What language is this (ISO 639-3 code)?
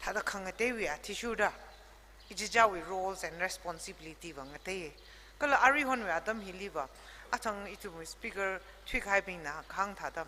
nmf